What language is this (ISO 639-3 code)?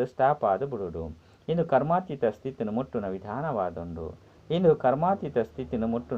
tcy